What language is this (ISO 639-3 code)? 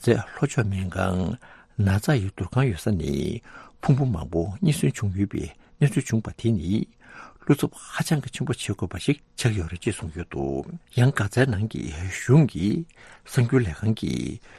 bod